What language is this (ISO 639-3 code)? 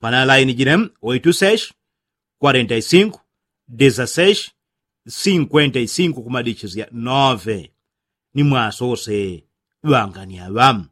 yao